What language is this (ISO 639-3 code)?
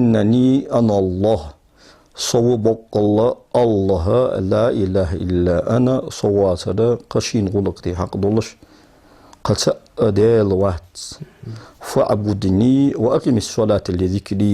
inh